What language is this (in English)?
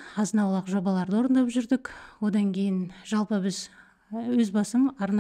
Kazakh